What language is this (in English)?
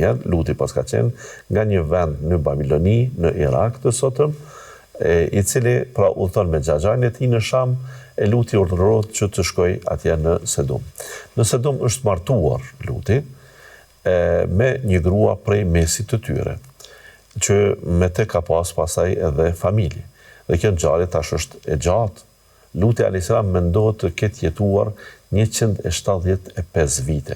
Albanian